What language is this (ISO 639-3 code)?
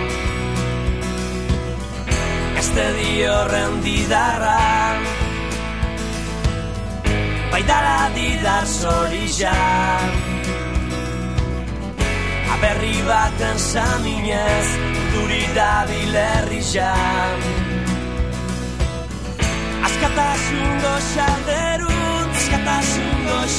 eus